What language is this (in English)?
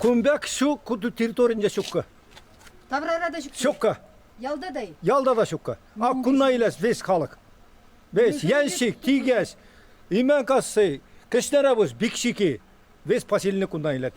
Chuvash